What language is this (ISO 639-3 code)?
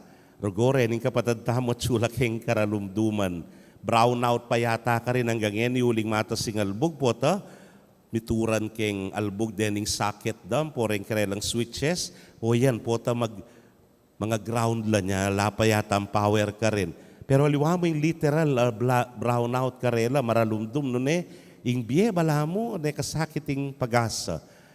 pam